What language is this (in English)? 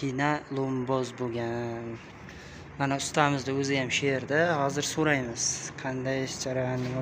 Uzbek